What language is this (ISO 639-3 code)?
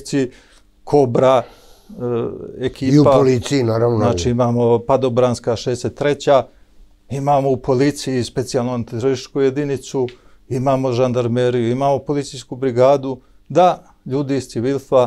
srp